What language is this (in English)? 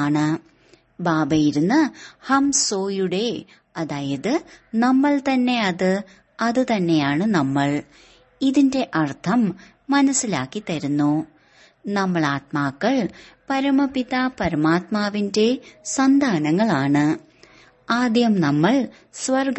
Malayalam